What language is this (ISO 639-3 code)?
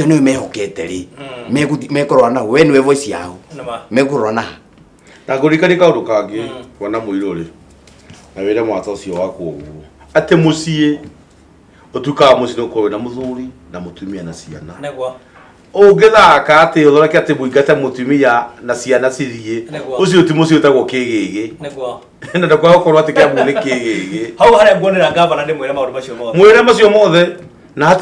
kik